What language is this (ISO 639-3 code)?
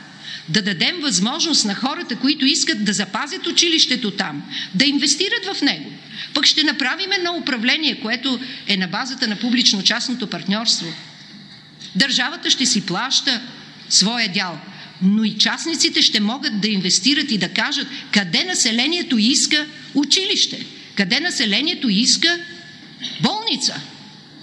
bul